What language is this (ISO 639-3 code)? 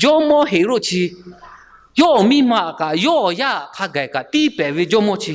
lhu